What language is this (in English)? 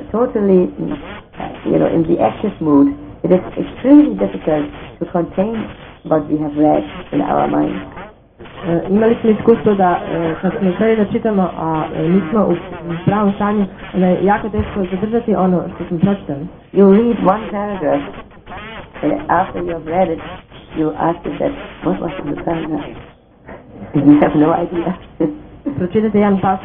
Croatian